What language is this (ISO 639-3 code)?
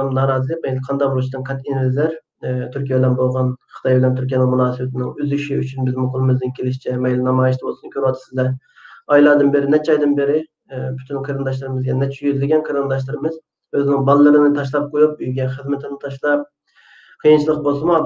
uig